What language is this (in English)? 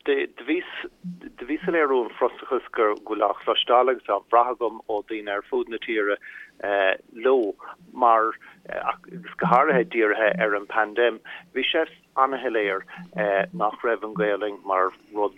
Irish